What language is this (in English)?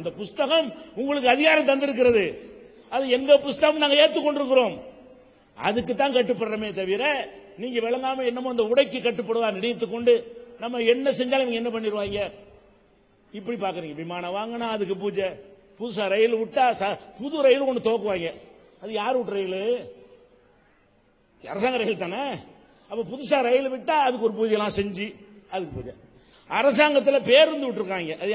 Tamil